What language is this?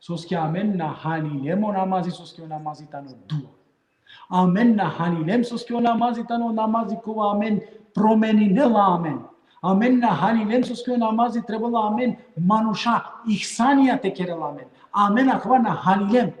Balkan Romani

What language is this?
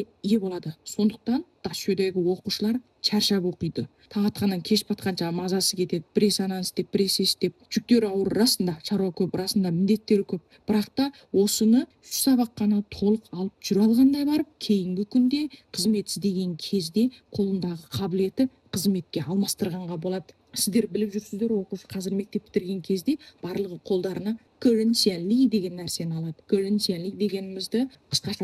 Kazakh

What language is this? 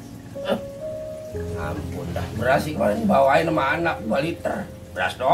Betawi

